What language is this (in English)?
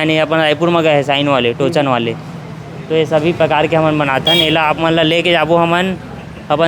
Chhattisgarhi